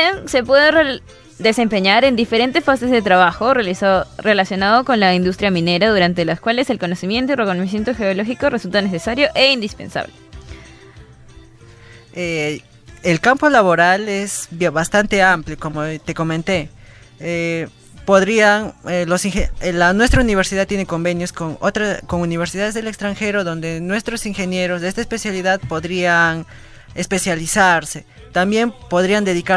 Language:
Spanish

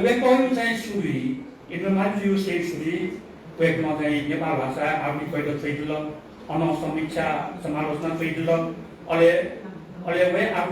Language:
Newari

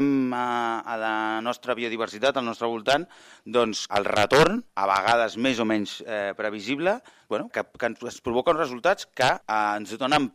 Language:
Catalan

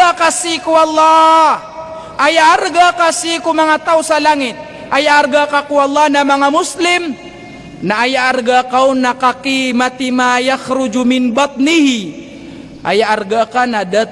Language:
Maranao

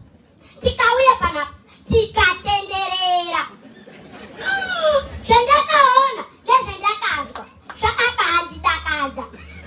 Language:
Shona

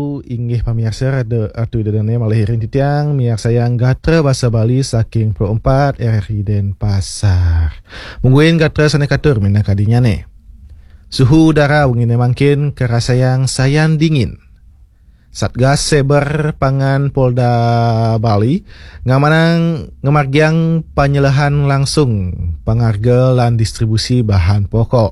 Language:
Balinese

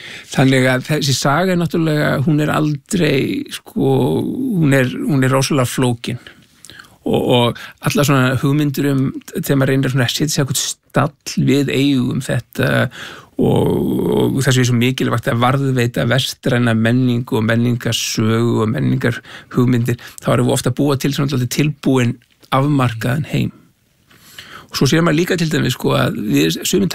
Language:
Icelandic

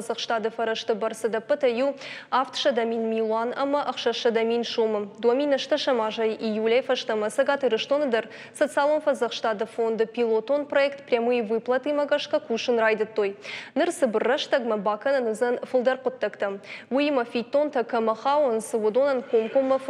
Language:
Ossetic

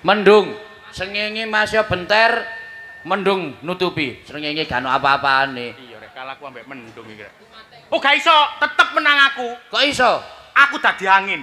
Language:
Javanese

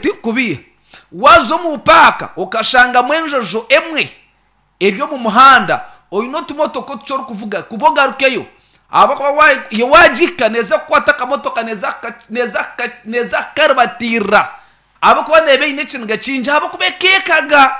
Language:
Nyankole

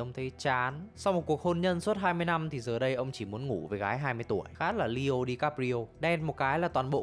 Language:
Vietnamese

